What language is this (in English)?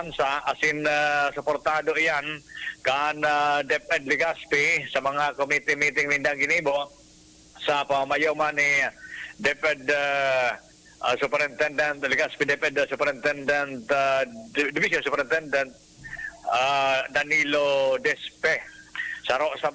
Bikol